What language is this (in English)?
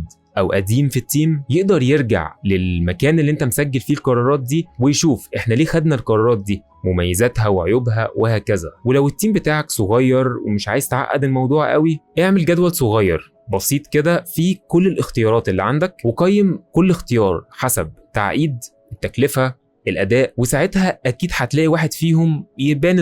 Egyptian Arabic